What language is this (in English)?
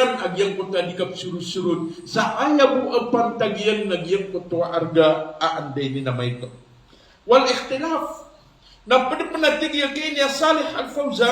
Maranao